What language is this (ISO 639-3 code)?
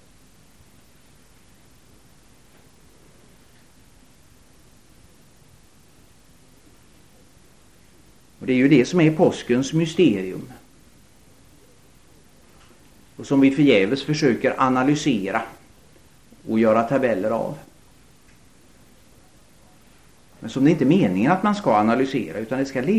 swe